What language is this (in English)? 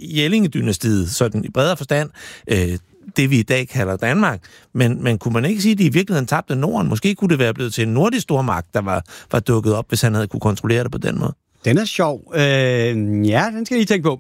Danish